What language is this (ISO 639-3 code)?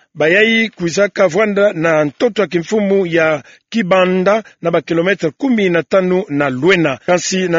ktu